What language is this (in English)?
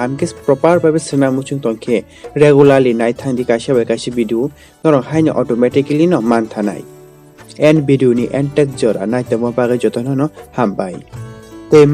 Kok Borok